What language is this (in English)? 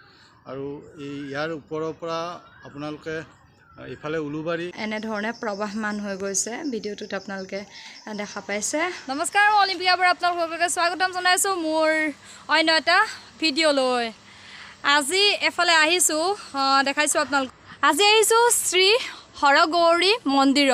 Assamese